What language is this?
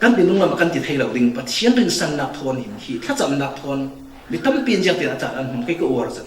Falam Chin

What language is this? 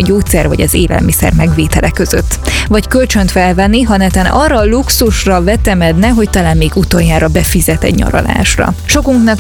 Hungarian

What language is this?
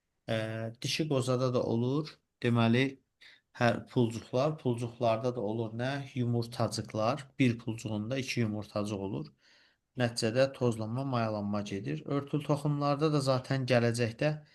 Azerbaijani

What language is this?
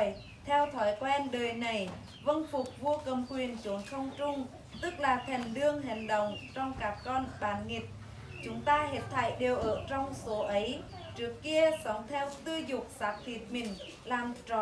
Eastern Bru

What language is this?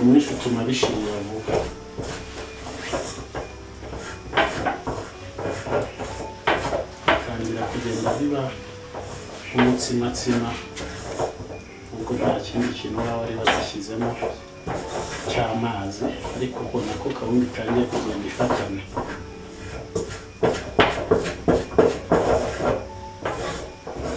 Kinyarwanda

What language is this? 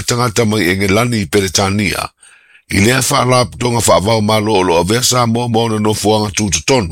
Samoan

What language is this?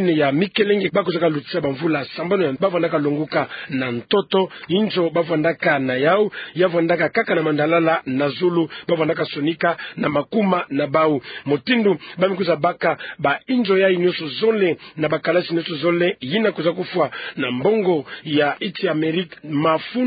Kituba (Democratic Republic of Congo)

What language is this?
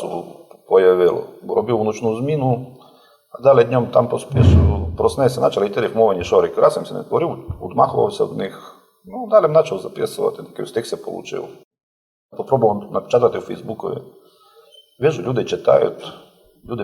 Rusyn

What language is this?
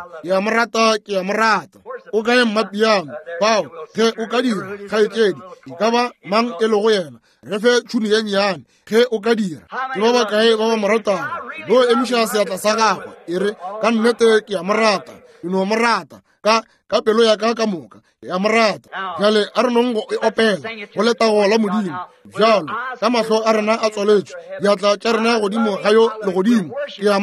Northern Sotho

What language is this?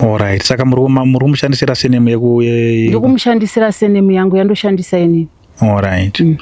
Shona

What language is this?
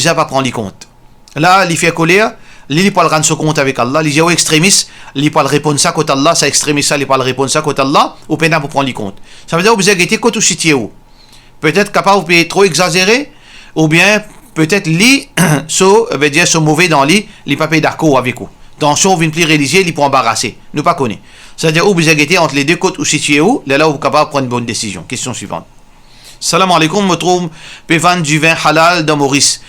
Morisyen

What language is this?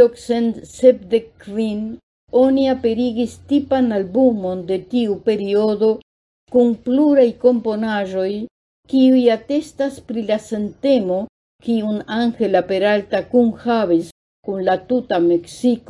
Esperanto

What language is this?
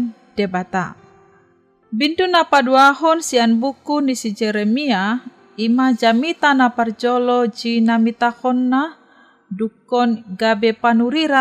Batak Toba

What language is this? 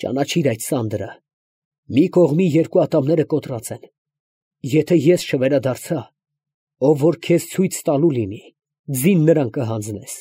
Armenian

